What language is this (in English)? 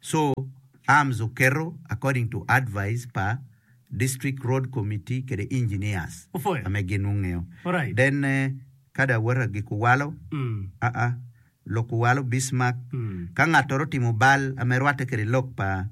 Acoli